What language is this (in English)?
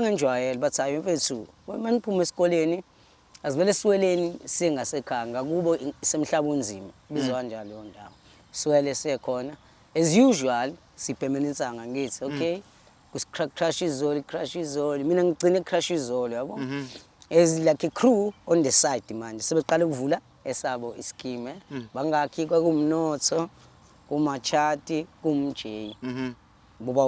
Zulu